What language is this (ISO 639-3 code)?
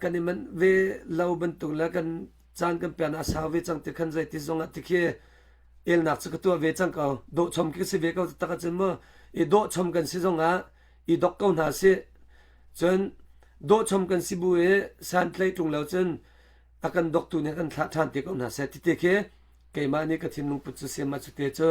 cnh